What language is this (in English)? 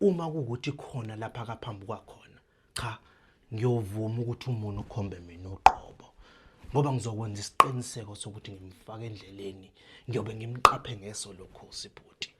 Zulu